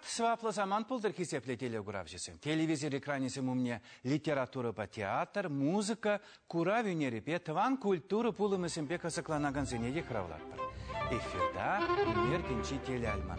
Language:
Chuvash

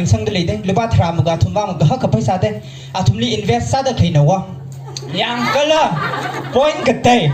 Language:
Tangkhul Naga (India)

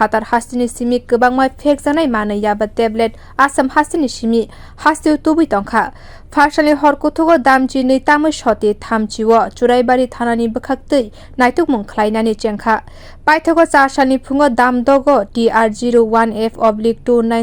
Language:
Kok Borok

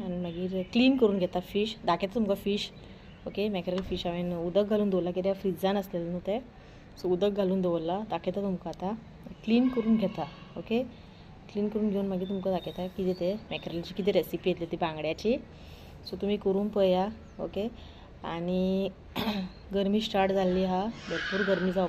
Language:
Konkani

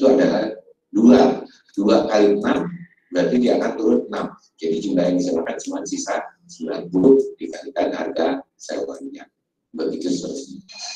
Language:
Indonesian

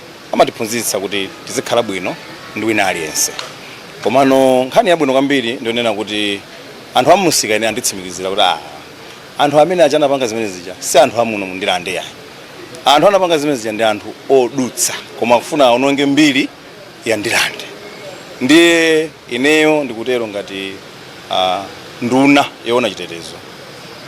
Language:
Nyanja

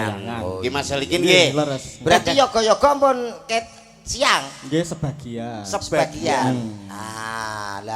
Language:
Javanese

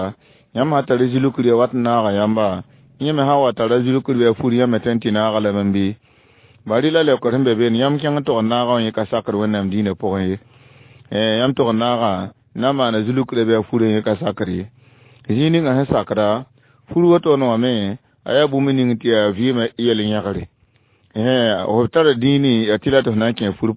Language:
Mossi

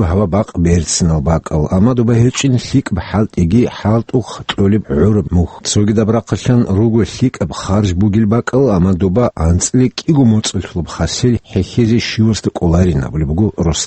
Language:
Avaric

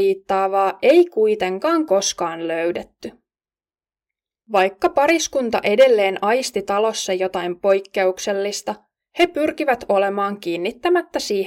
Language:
Finnish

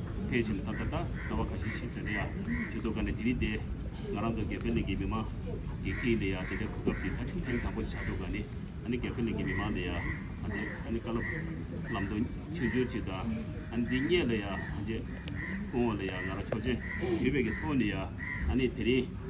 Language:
Tibetan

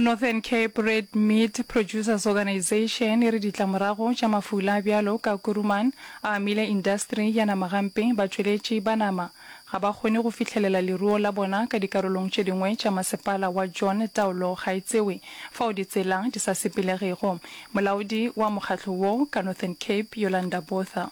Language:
Northern Sotho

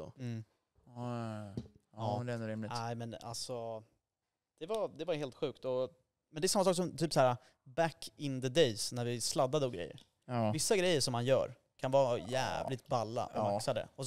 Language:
Swedish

